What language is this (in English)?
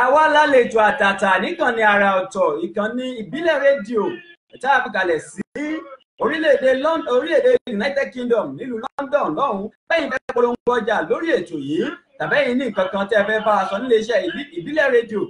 Yoruba